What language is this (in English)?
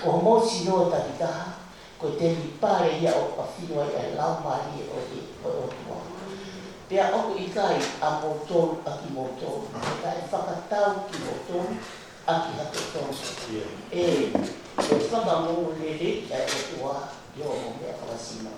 Tongan